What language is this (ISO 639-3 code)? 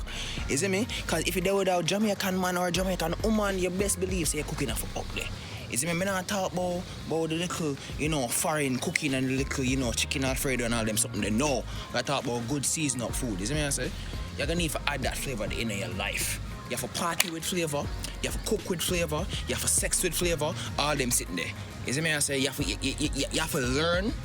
jam